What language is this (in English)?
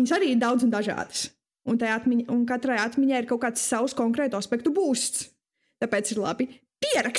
Latvian